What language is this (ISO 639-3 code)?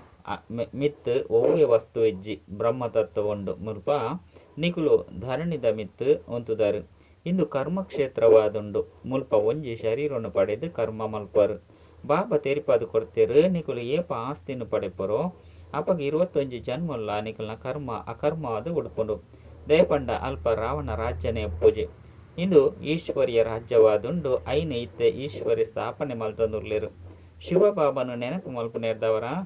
tcy